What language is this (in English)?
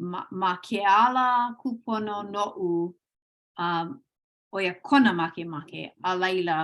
Hawaiian